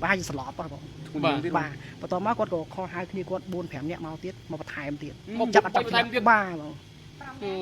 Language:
Khmer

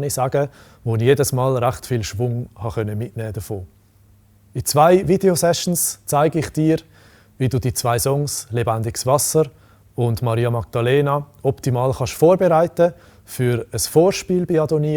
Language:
Swiss German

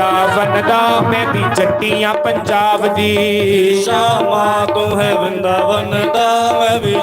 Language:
Dogri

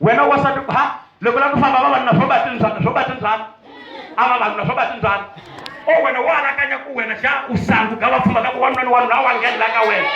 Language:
Tsonga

